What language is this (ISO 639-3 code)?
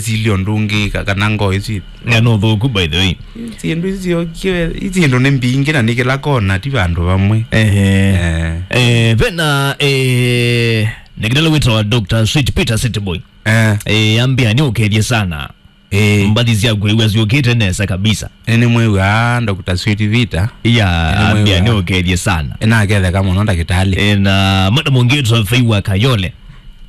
kam